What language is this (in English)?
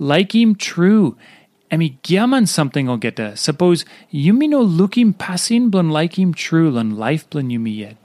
Tok Pisin